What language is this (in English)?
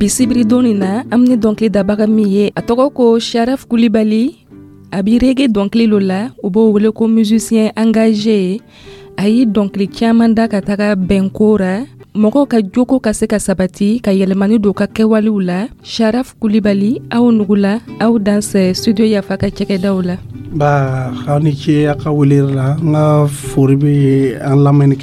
Dyula